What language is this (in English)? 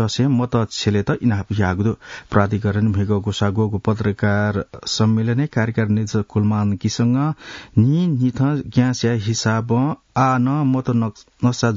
Newari